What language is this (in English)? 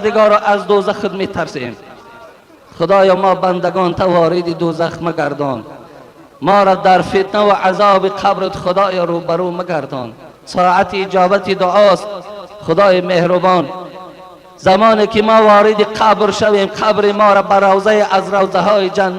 Tajik